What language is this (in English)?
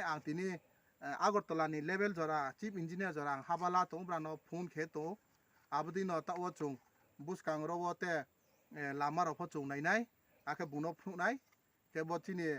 Riang (India)